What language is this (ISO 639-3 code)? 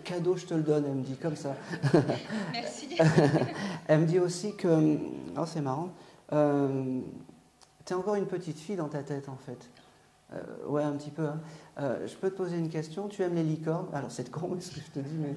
fra